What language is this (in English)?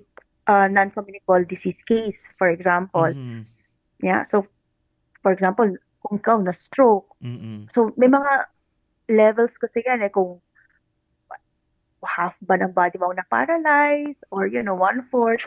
Filipino